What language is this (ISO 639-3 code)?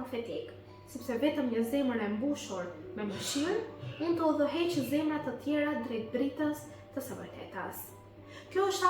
sqi